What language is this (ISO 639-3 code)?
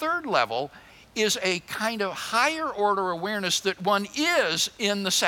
eng